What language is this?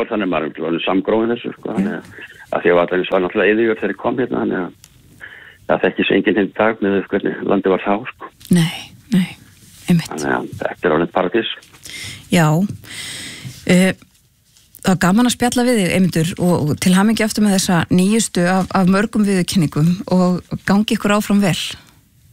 Icelandic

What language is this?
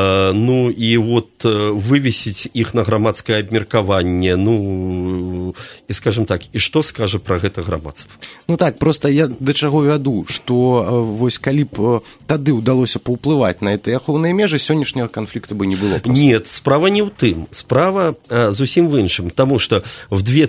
Belarusian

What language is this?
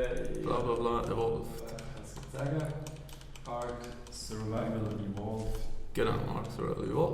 Swiss German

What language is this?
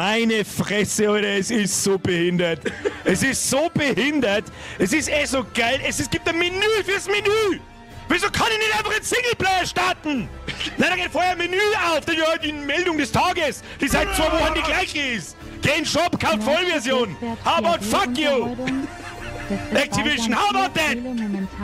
Bavarian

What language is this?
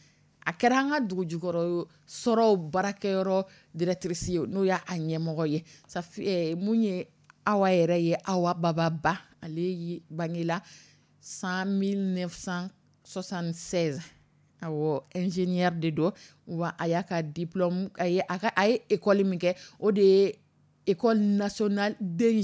Dyula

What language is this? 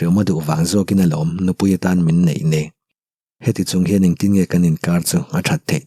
Mizo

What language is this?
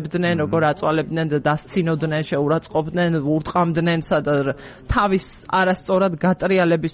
Georgian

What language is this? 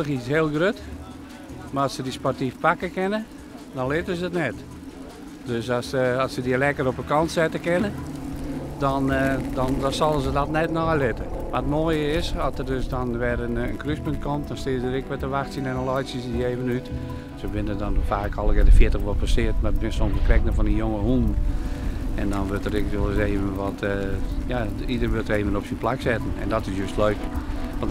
Western Frisian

